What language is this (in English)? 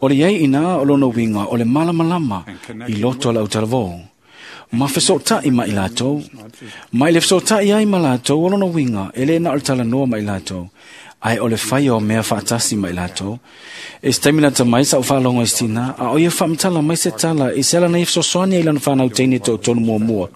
Samoan